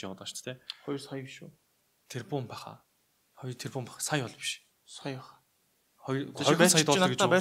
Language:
Mongolian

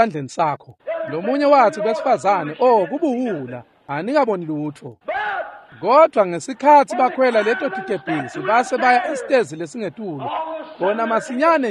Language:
Swati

